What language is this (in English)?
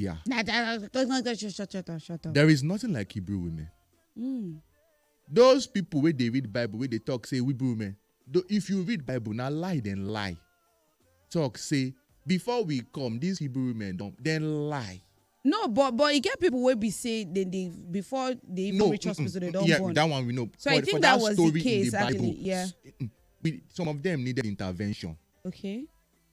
Nigerian Pidgin